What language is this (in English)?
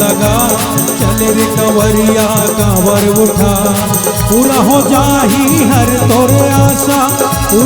Chhattisgarhi